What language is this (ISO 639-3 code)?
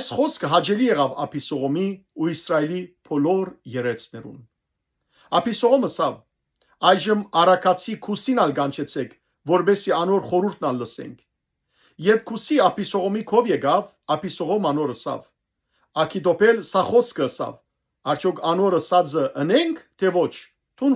hyw